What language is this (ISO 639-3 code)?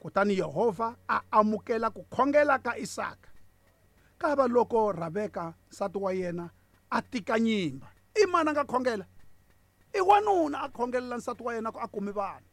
tso